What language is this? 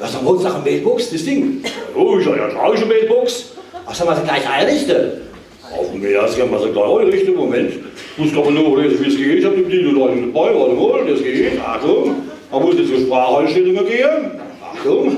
Palatine German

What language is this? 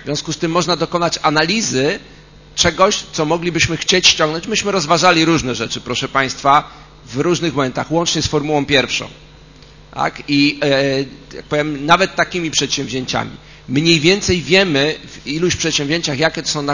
Polish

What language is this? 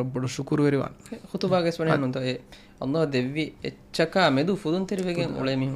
Divehi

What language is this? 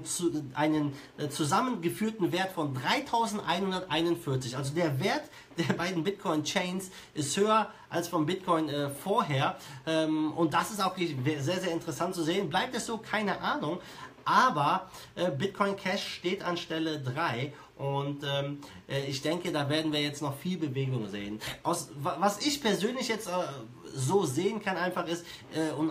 German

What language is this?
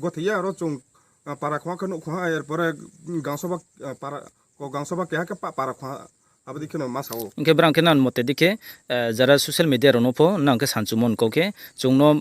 Riang (India)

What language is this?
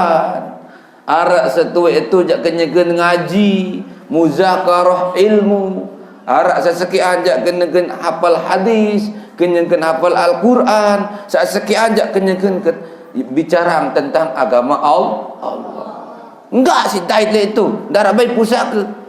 Sasak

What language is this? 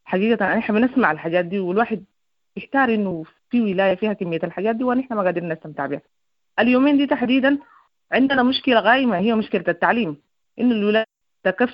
Sudanese Arabic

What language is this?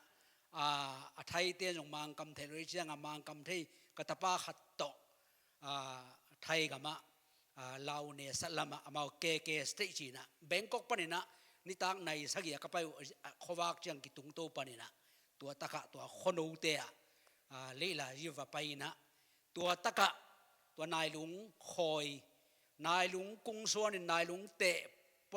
Tedim Chin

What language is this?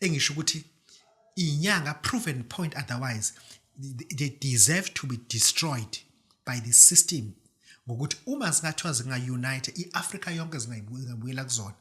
Zulu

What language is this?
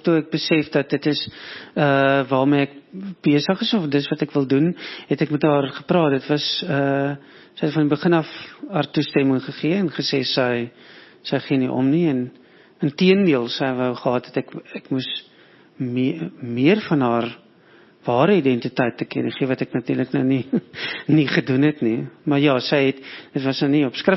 Afrikaans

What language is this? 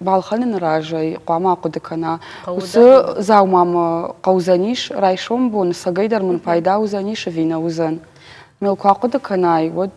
Ossetic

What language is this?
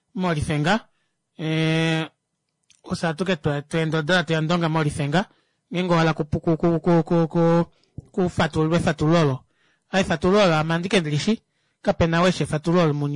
Kuanyama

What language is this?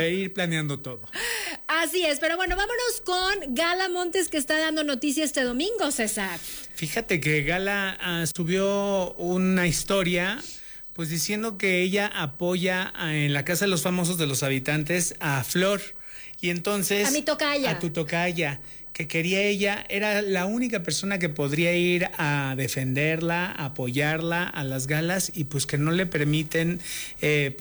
Spanish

